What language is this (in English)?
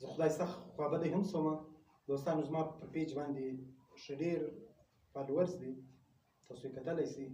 Pashto